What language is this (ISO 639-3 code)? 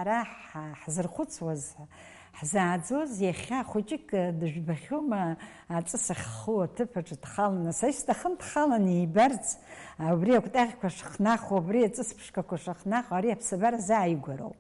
abk